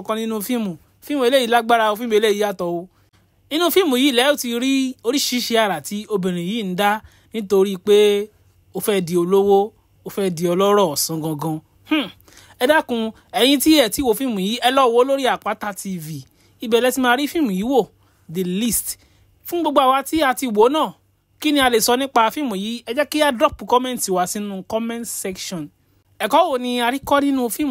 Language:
Yoruba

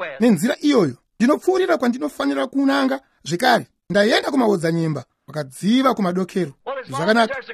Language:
Shona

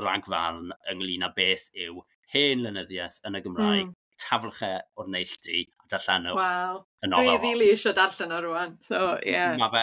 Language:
Welsh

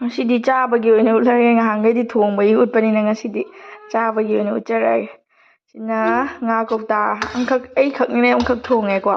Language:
Manipuri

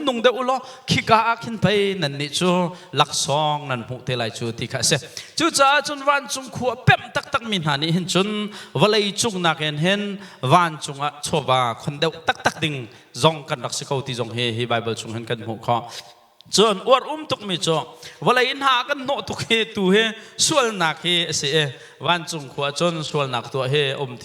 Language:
Hakha Chin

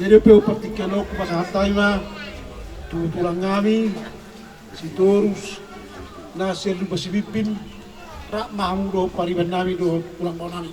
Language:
Batak Toba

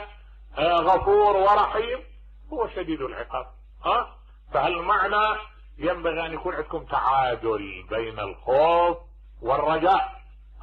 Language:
Mesopotamian Arabic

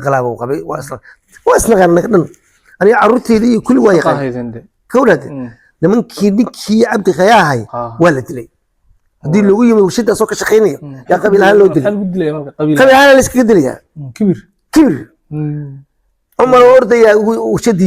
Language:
Somali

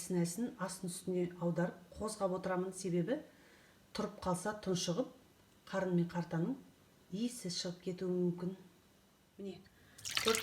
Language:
Kazakh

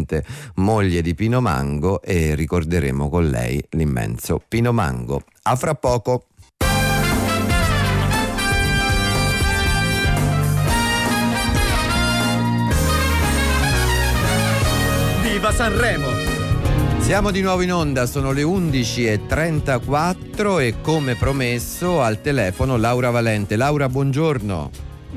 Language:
Italian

